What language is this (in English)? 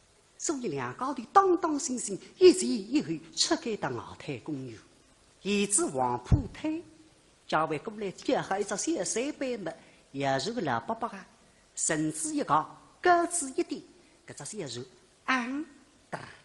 Wu Chinese